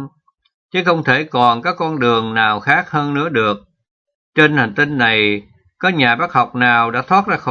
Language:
Vietnamese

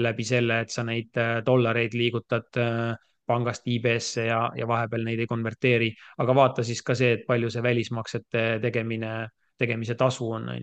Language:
Estonian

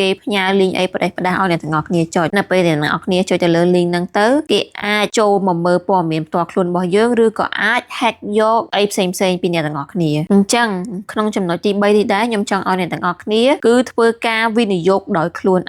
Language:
Khmer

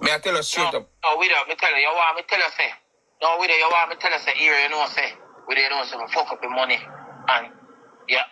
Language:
Jamaican Creole English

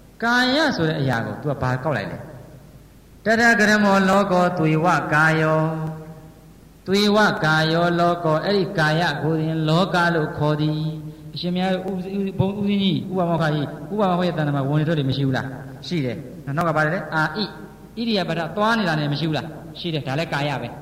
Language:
Burmese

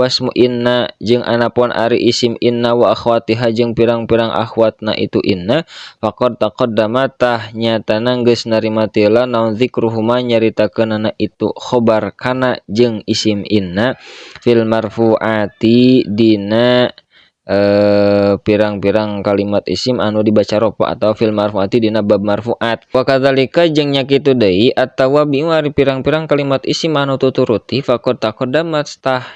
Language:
Sundanese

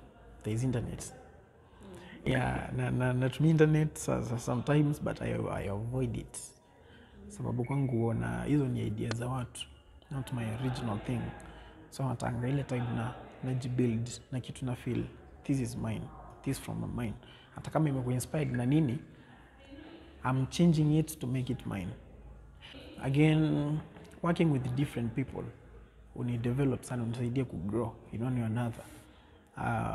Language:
Swahili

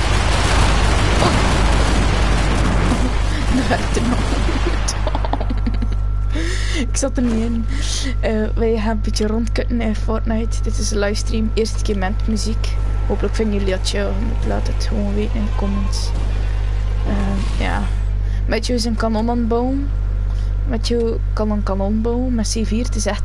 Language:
Dutch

